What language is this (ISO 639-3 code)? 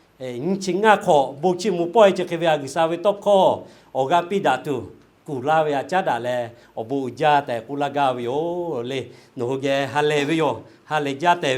lhu